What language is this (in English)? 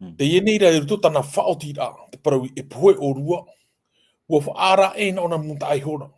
Tahitian